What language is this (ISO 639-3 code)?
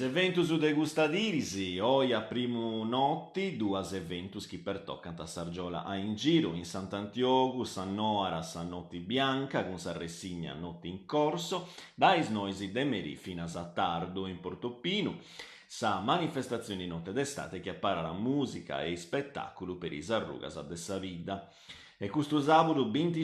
srd